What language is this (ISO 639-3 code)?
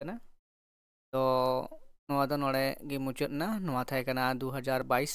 sat